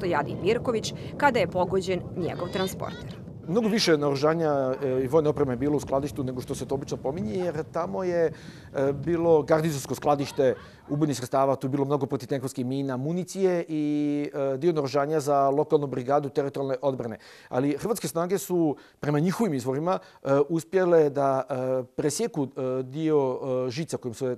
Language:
Serbian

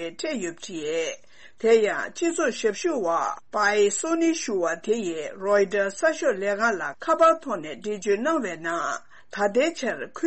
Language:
Tibetan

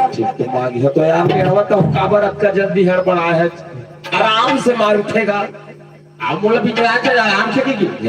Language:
Chhattisgarhi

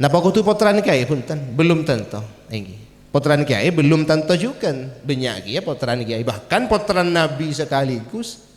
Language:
Madurese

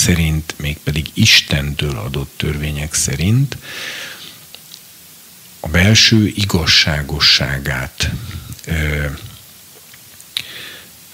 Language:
Hungarian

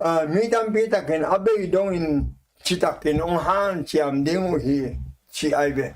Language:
Tedim Chin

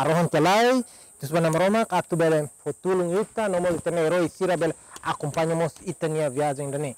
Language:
Tetum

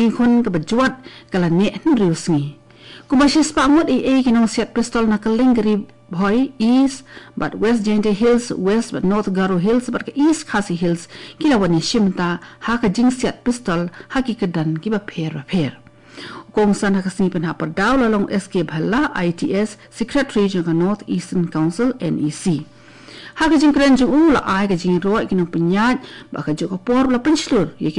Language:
Khasi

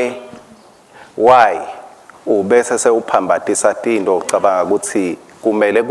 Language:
Swati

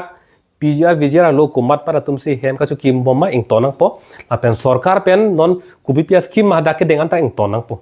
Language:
Karbi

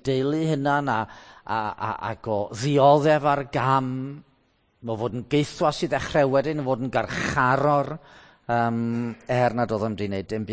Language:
Welsh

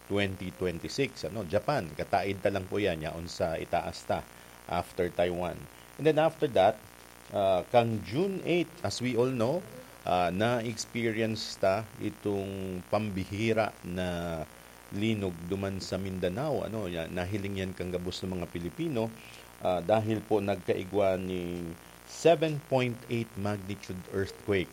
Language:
Bikol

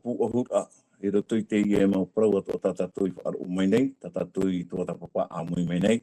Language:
Tahitian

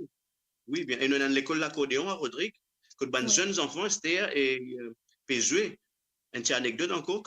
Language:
Morisyen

